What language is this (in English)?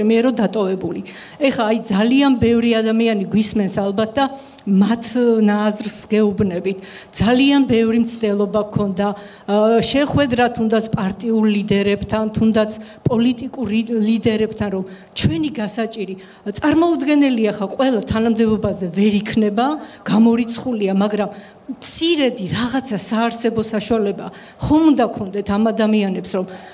Georgian